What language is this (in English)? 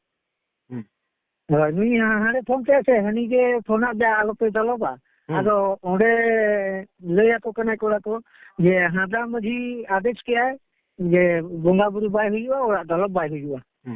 Santali